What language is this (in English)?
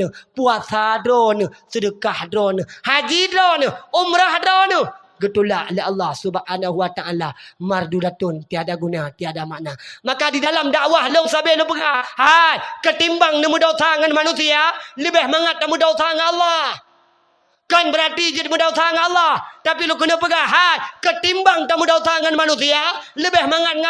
Achinese